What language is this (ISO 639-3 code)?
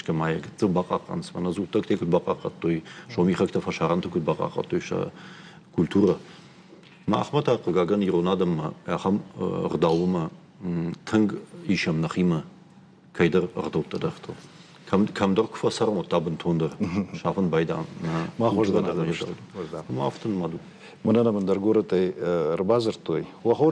oss